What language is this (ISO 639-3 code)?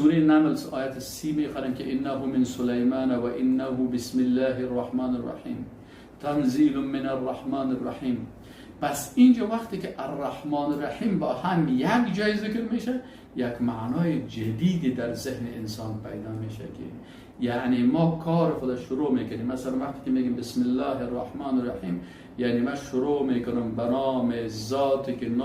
fas